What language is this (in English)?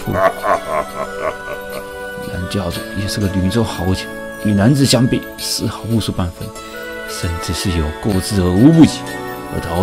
Chinese